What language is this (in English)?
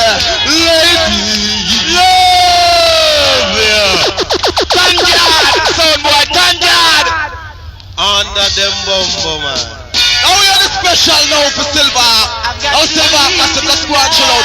Jamaican Creole English